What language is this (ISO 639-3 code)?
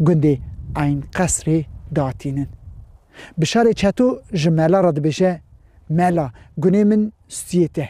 kur